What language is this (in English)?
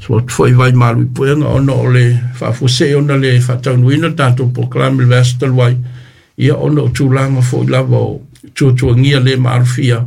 Samoan